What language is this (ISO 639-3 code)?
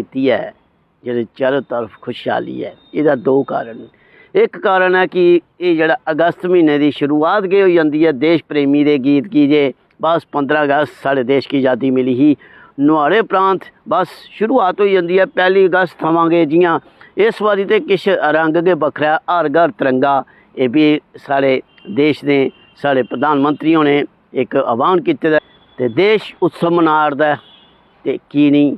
doi